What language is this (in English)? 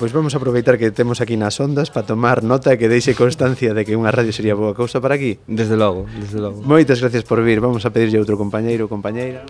Galician